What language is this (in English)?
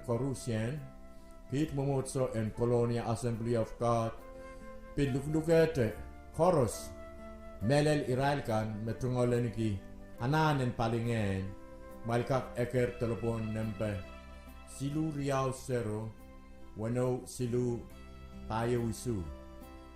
Pohnpeian